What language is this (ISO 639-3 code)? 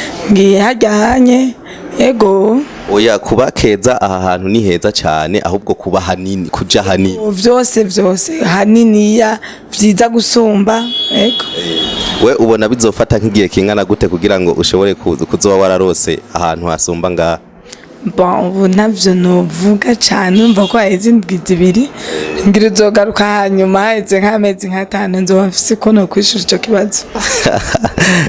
run